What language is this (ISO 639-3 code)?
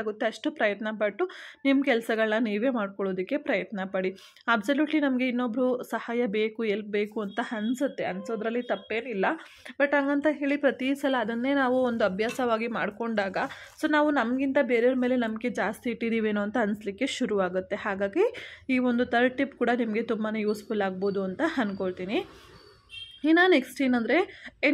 kan